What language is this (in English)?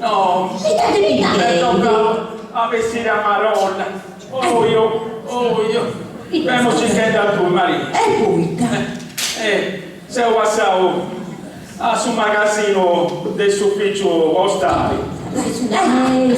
Sardinian